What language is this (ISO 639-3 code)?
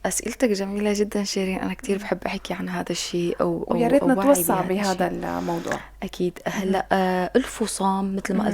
apc